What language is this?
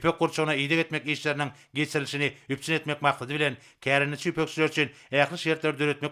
Turkmen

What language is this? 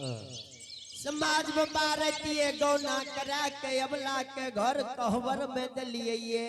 Angika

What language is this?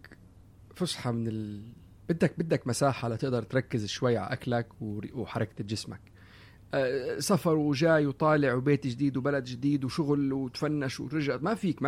North Levantine Arabic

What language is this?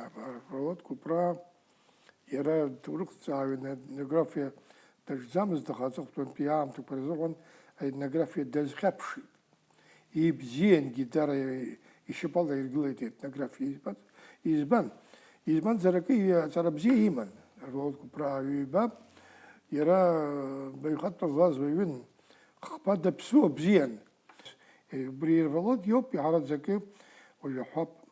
Abkhazian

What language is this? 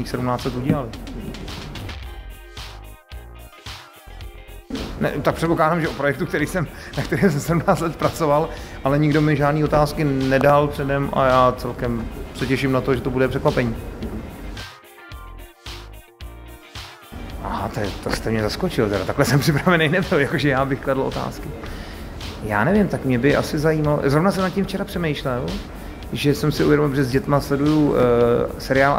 Czech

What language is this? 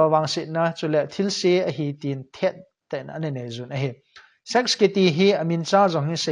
Thado Chin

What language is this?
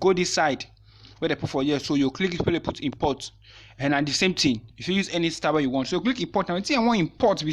Nigerian Pidgin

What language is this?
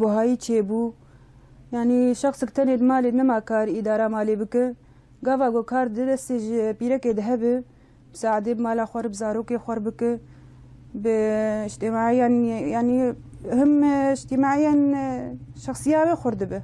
Kurdish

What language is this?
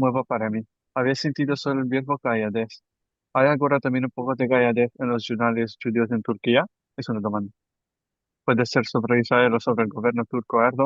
Ladino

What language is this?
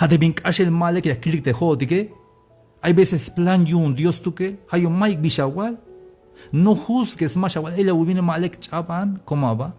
Tzeltal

